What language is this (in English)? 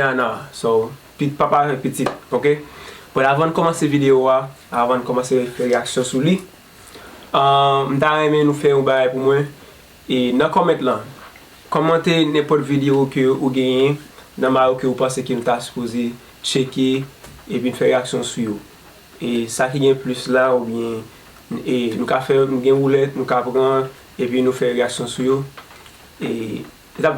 Haitian Creole